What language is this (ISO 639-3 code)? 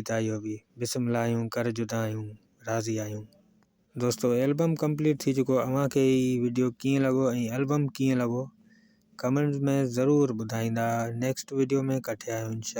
snd